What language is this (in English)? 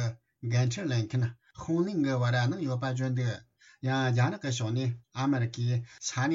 Tibetan